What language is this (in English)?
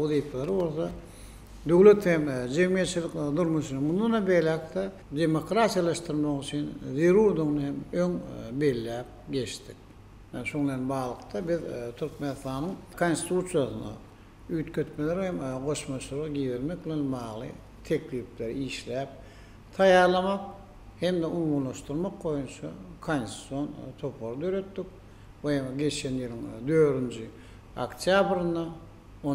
Turkmen